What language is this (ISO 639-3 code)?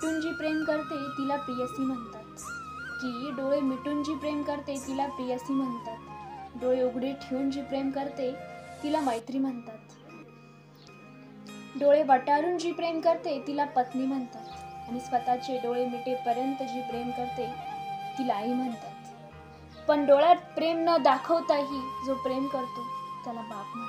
mar